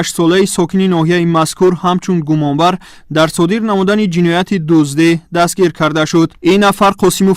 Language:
Tajik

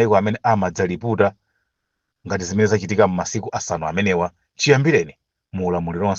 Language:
Nyanja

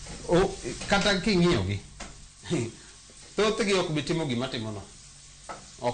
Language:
Luo (Kenya and Tanzania)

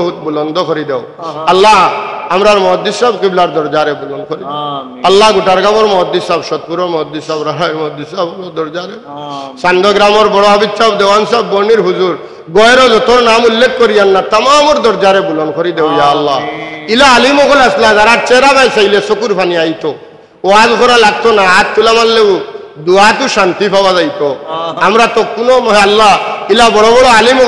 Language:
Sylheti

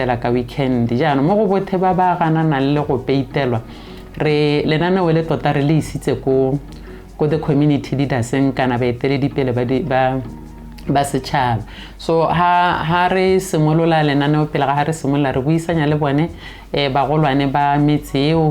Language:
Tswana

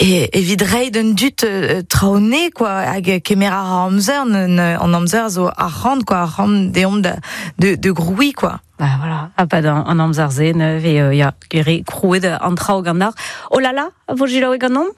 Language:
Breton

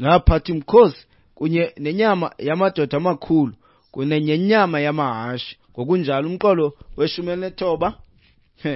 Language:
Xhosa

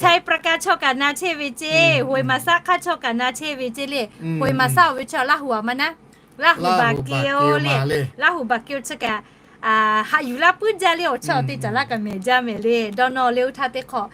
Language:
Lahu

